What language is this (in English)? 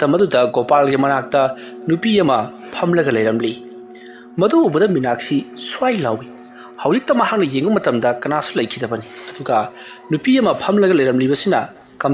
Manipuri